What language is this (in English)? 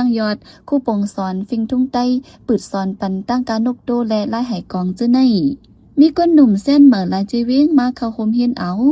Shan